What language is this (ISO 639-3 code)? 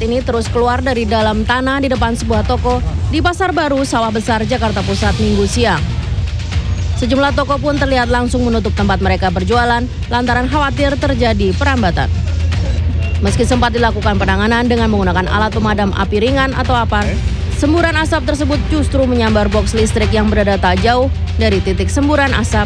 ind